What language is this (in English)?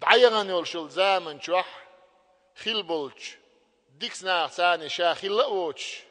Chechen